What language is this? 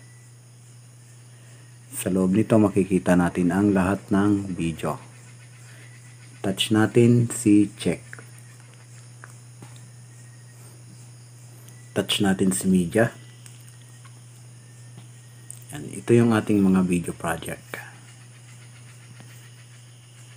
Filipino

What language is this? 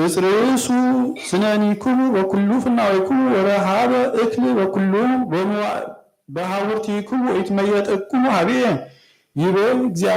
Geez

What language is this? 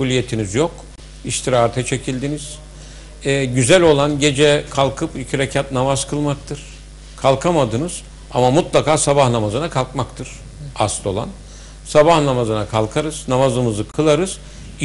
Turkish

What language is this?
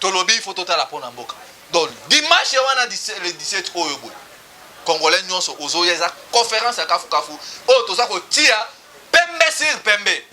Lingala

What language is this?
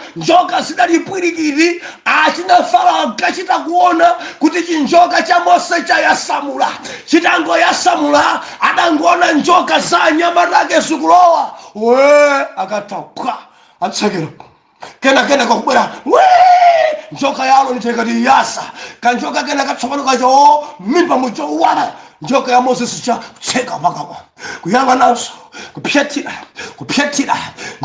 Nyanja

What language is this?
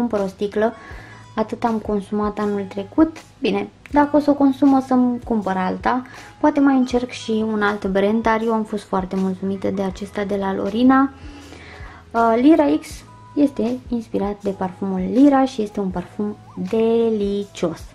Romanian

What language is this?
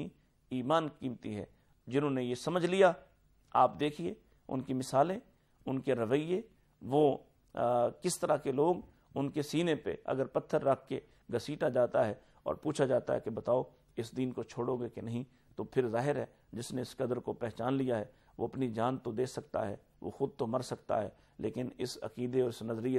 Urdu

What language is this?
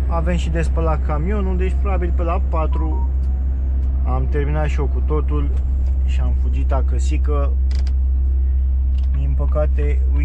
Romanian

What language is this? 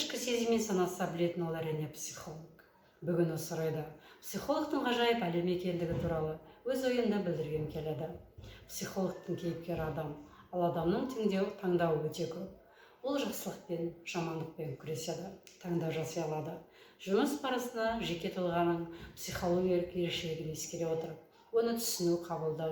Kazakh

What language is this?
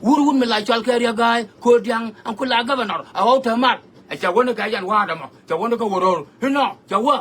Nuer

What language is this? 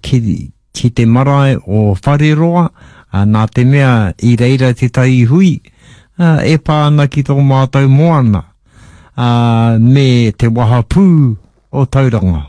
Māori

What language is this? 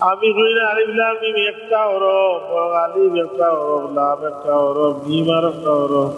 Sylheti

